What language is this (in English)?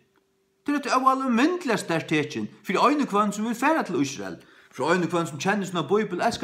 Faroese